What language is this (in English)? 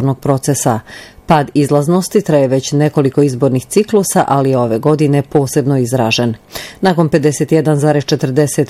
Bosnian